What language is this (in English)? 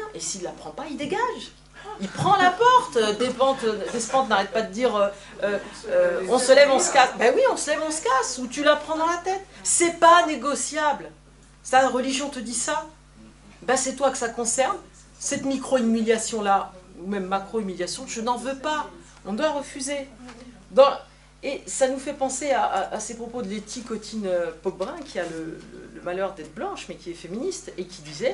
French